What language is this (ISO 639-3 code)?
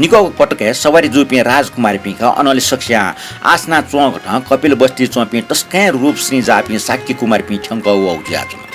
new